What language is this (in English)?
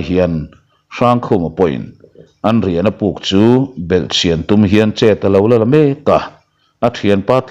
Mizo